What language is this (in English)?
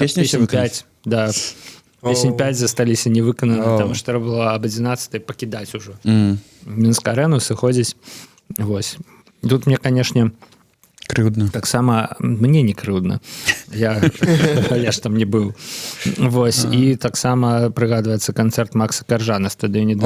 Belarusian